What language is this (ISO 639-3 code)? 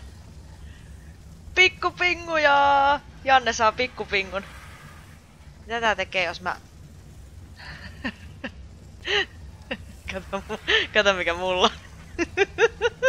fin